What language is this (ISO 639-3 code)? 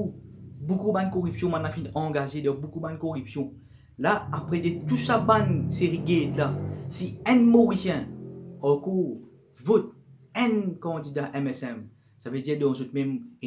mfe